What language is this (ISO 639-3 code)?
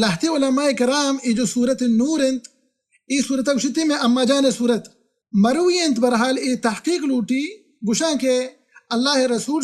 bal